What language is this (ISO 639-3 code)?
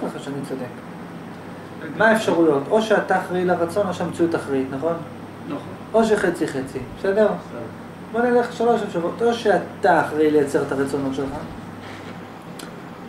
heb